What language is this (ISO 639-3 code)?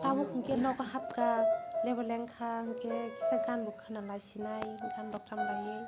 trp